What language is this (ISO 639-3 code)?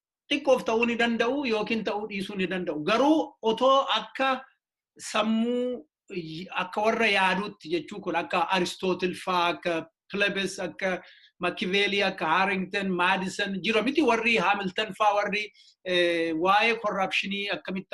orm